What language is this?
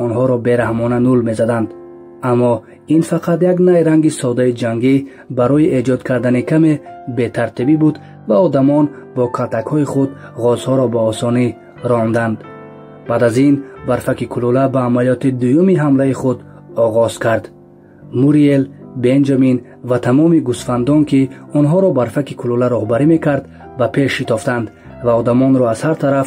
Tajik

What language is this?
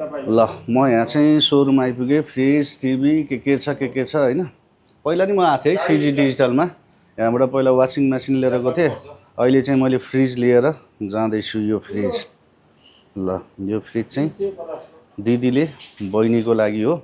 Nepali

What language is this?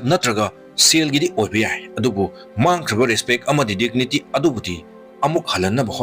Manipuri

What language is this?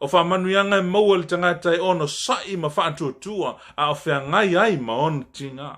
Samoan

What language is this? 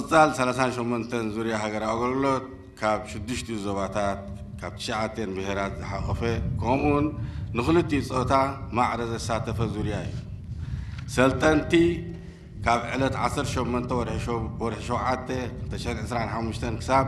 Tigrinya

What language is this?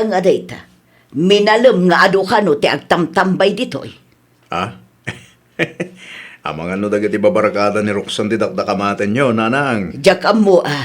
Iloko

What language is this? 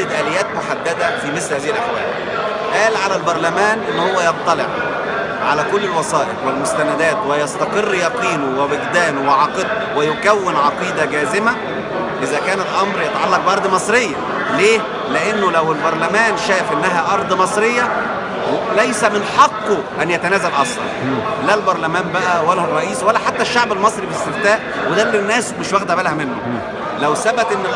Egyptian Arabic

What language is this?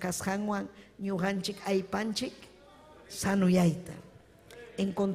Ayacucho Quechua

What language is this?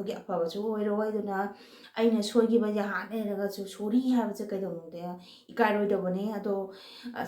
Manipuri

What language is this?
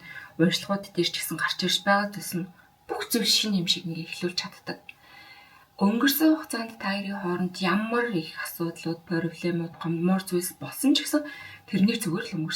Mongolian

